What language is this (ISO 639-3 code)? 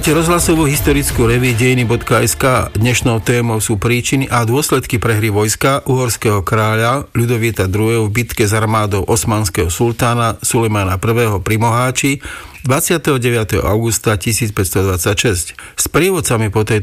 slk